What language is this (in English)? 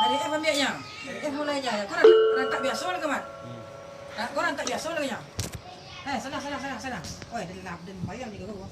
Minangkabau